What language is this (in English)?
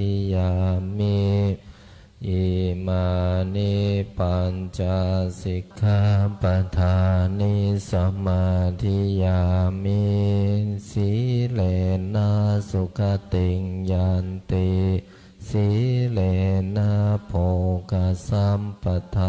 Pali